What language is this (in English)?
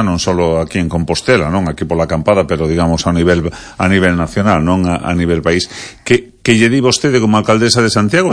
Galician